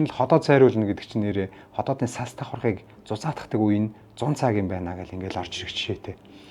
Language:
Mongolian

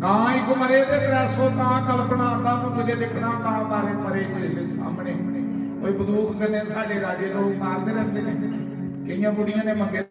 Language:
Dogri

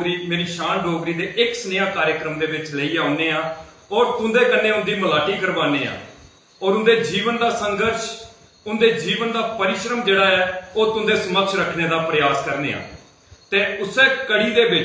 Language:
Dogri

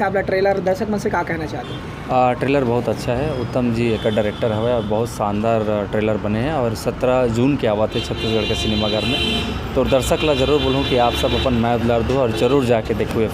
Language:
Chhattisgarhi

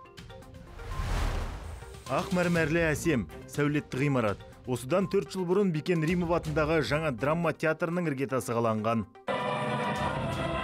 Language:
Kazakh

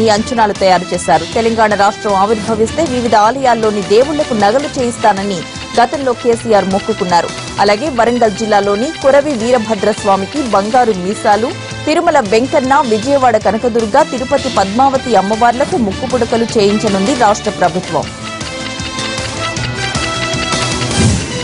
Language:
Telugu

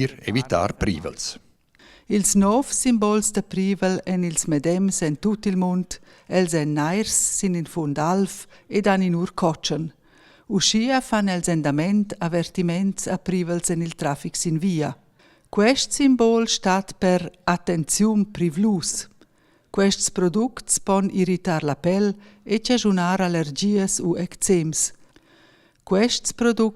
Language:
Romansh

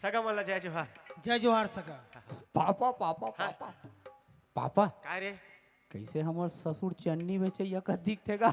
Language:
Chhattisgarhi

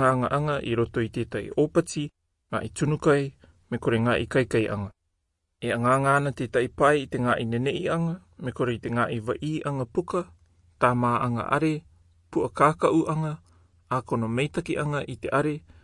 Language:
Rarotongan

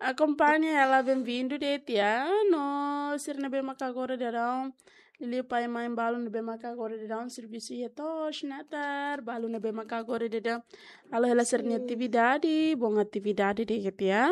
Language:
Tetum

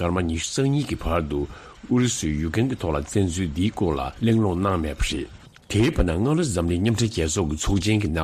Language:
Tibetan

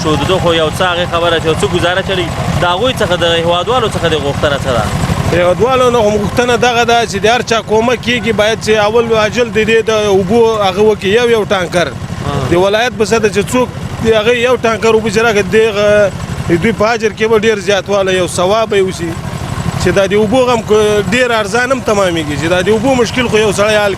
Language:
Pashto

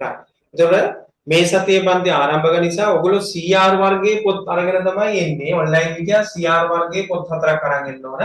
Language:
Sinhala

